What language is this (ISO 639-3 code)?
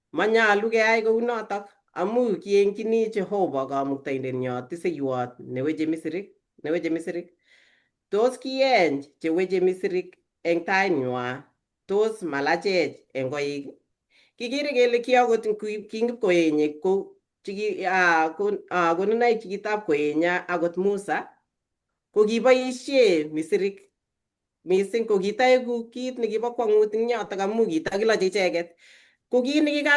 kln